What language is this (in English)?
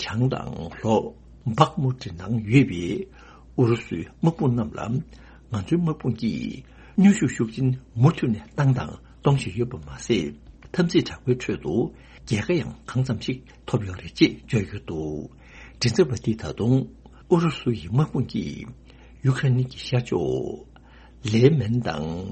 Tibetan